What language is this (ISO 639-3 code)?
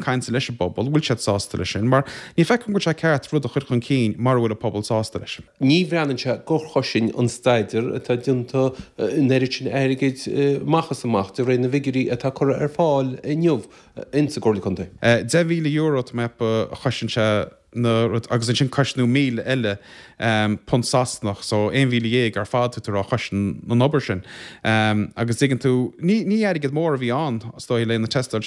gle